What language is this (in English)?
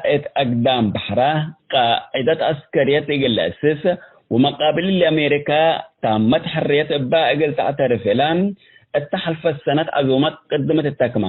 Tigre